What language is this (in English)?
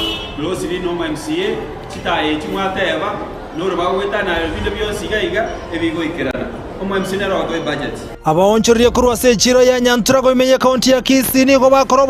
Gusii